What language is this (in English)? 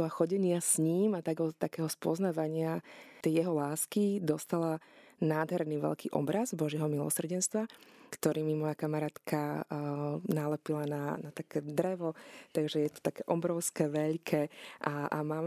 Slovak